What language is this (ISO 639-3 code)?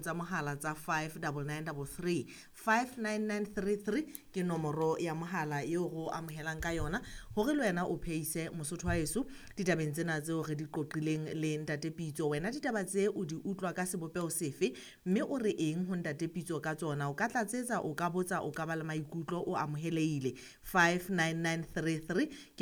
sot